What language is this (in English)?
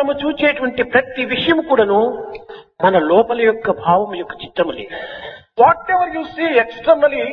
Telugu